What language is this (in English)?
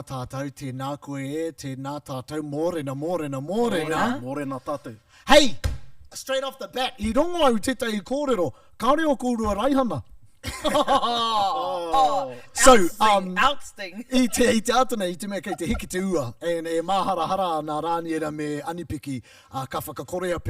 Māori